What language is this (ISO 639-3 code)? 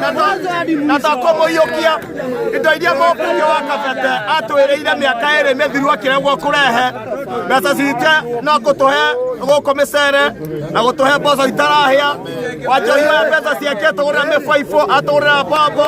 kik